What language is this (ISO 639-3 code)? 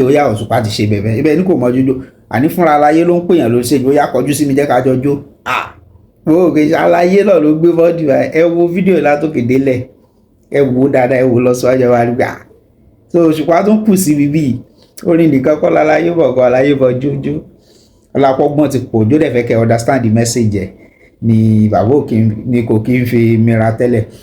yor